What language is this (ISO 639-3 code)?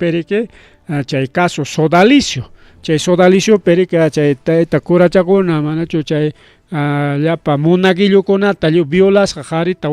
quy